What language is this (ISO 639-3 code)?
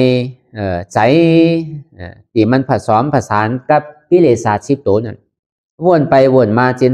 shn